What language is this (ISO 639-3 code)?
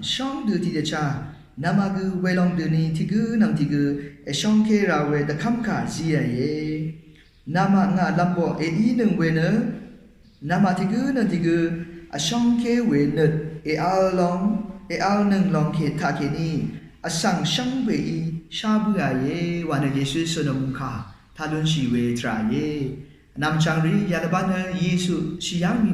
raw